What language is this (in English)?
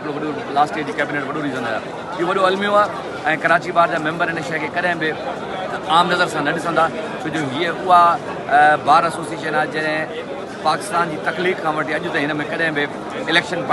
Sindhi